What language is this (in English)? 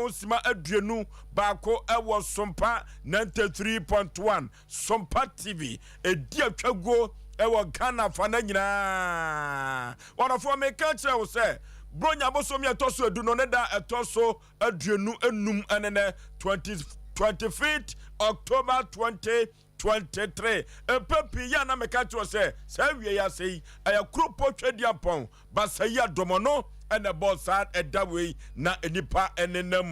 Akan